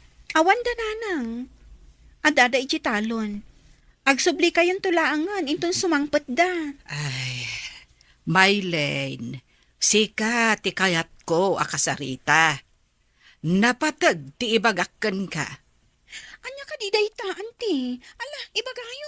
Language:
Iloko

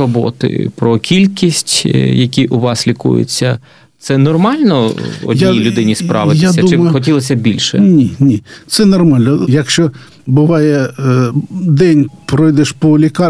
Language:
Ukrainian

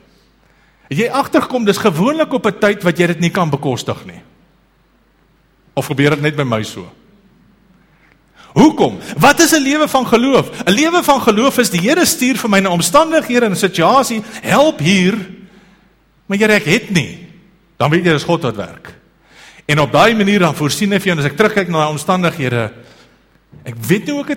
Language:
Afrikaans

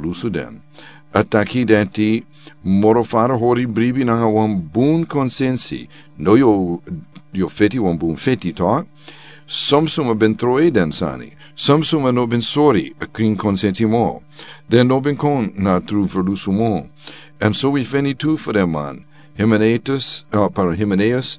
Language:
Sranan Tongo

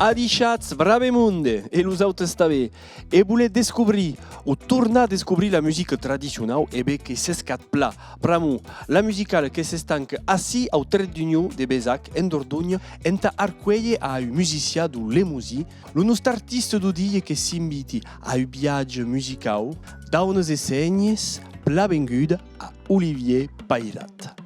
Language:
Occitan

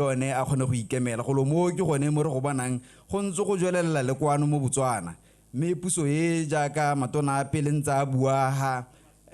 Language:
Tswana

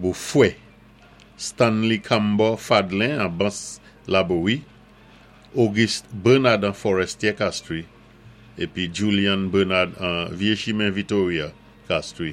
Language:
Saint Lucian Creole French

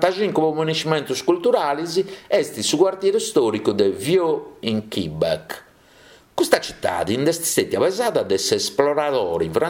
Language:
Sardinian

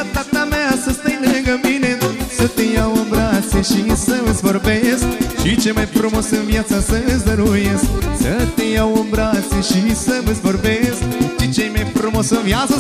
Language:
Romanian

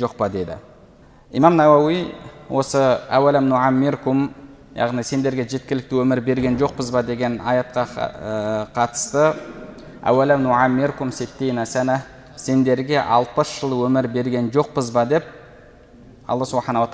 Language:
Kazakh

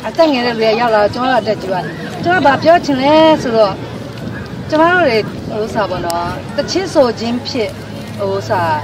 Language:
Burmese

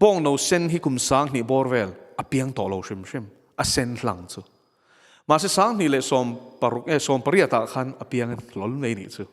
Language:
Mizo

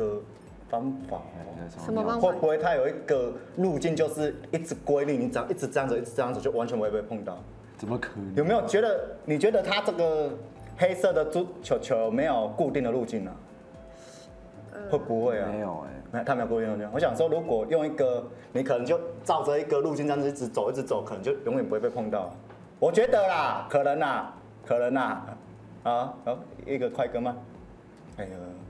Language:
Chinese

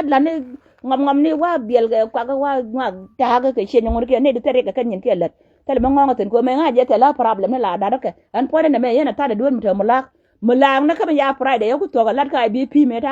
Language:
Nuer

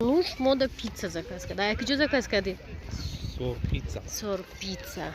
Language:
Tajik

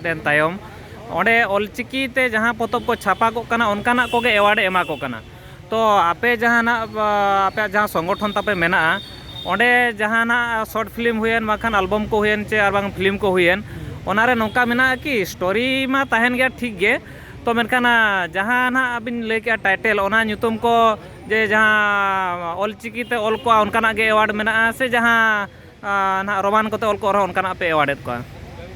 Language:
Santali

